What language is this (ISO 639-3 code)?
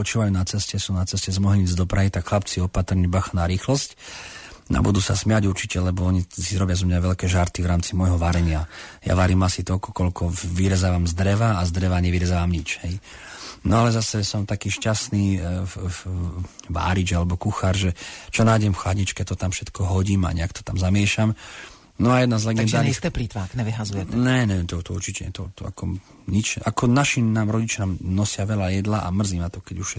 slk